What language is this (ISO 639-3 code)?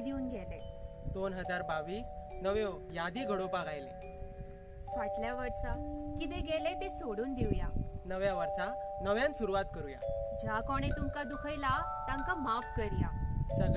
kok